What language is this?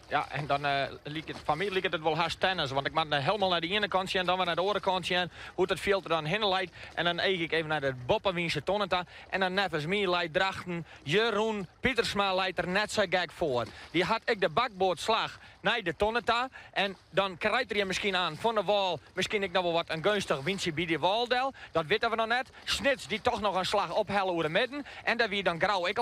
Western Frisian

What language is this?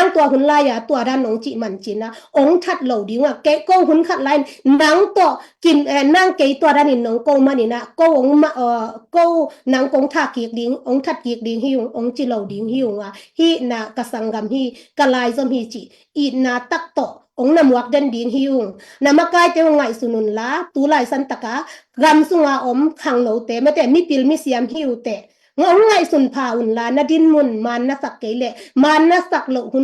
Tedim Chin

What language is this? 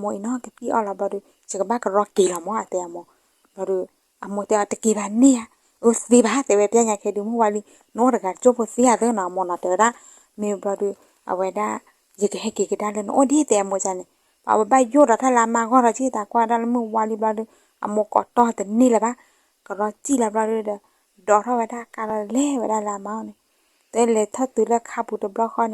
S'gaw Karen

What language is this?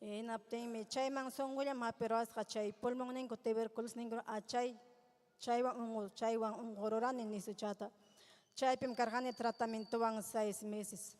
Ayacucho Quechua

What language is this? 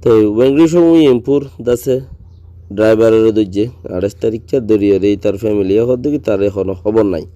Rohingya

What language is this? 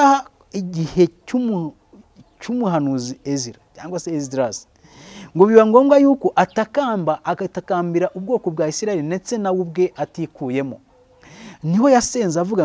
Kinyarwanda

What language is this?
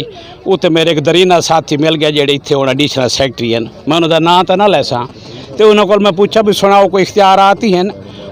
Western Panjabi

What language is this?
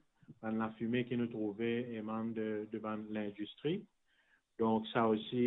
Morisyen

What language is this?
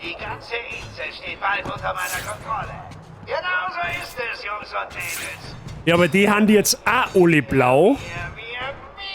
Bavarian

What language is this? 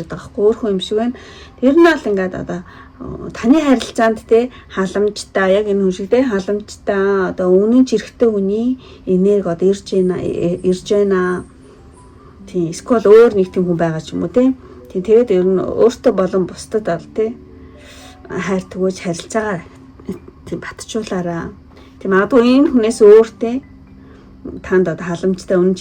Mongolian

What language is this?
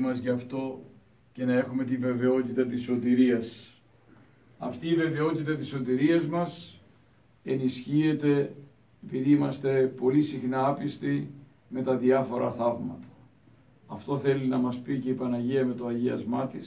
Greek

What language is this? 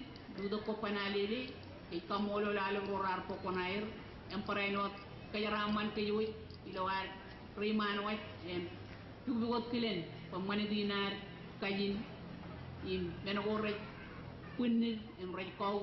Marshallese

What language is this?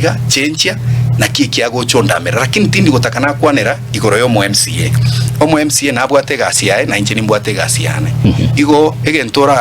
Gusii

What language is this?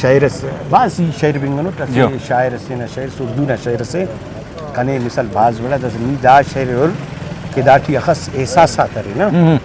Brahui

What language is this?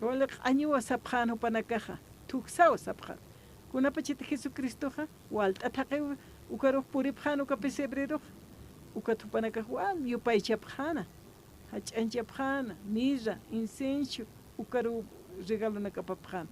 Aymara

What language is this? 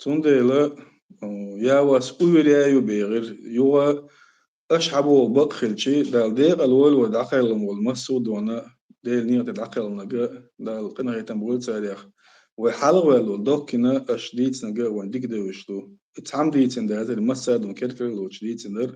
Chechen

